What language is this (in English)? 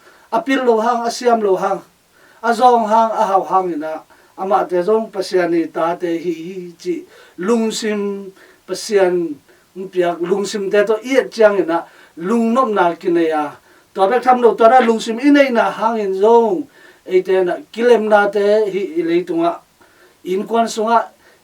Tedim Chin